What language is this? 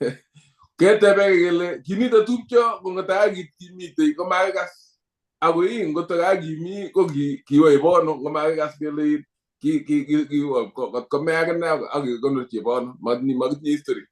Kalenjin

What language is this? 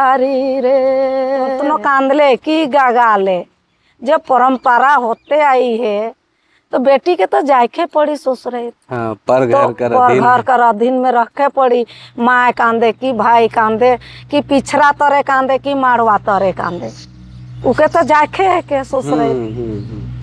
Sadri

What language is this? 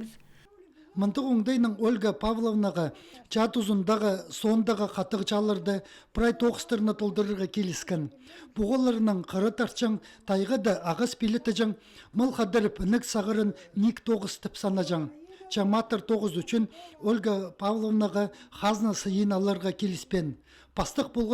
Khakas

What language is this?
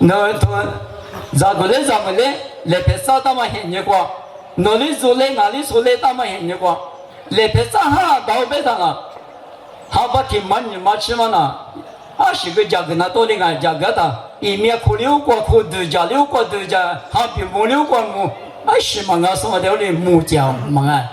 Lisu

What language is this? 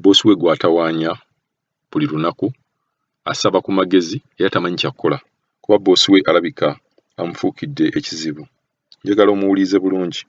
Ganda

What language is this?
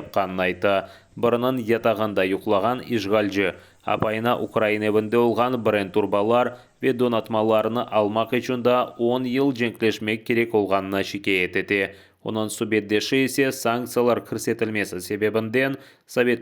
Crimean Tatar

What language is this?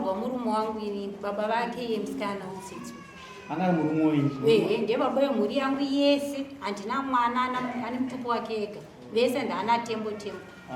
Shona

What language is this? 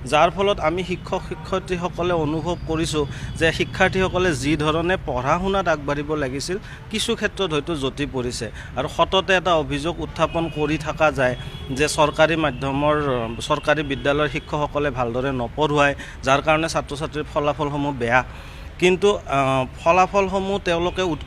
Assamese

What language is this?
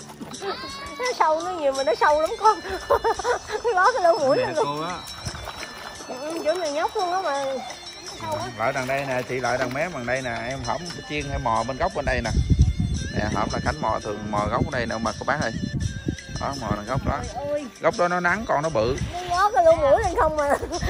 Vietnamese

